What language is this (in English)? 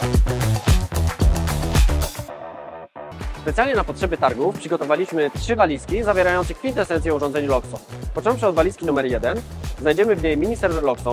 Polish